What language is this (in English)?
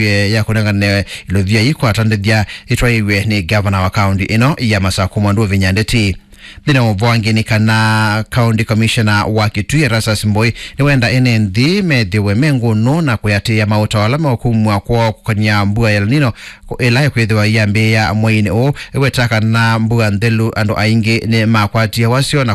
Kamba